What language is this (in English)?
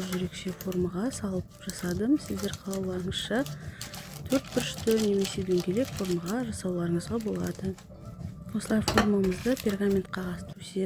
Kazakh